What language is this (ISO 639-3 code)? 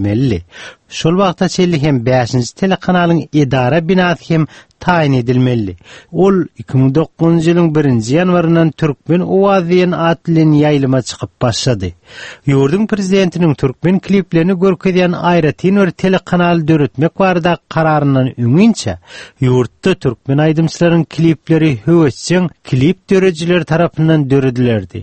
tuk